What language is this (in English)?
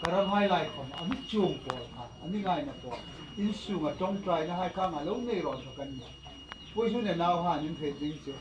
Hmar